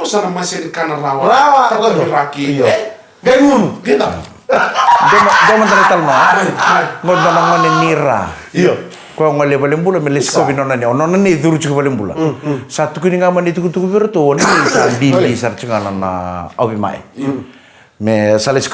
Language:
Fijian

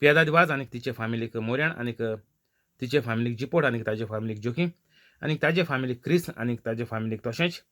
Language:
Konkani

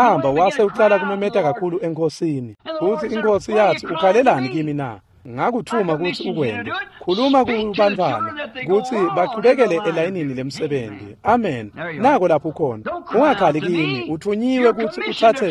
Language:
Swati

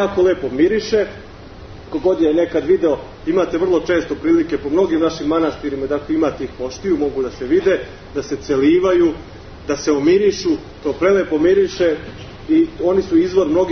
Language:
Serbian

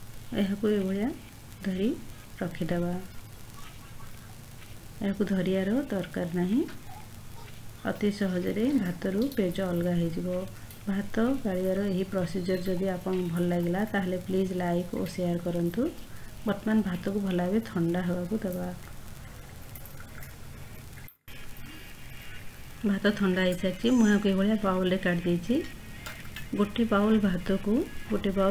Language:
Odia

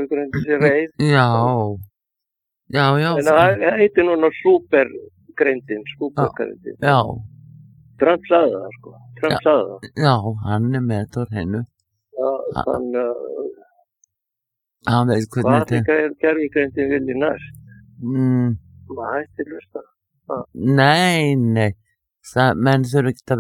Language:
Icelandic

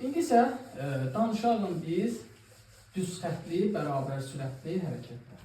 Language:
Azerbaijani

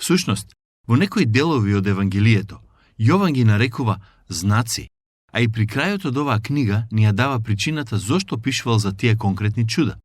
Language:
Macedonian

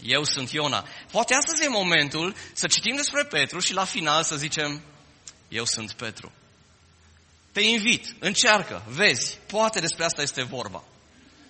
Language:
Romanian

